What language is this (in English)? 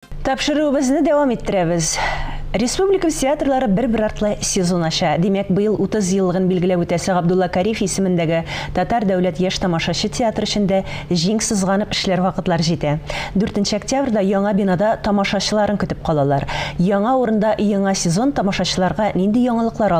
Tatar